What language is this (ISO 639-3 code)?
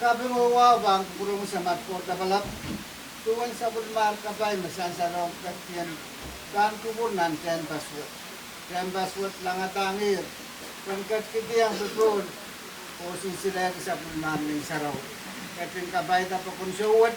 pon